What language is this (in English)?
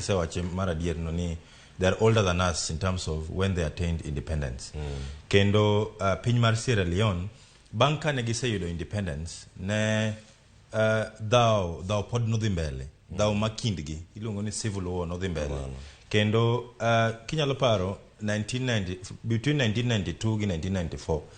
Luo (Kenya and Tanzania)